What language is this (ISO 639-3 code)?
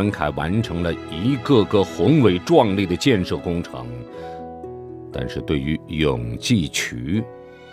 zho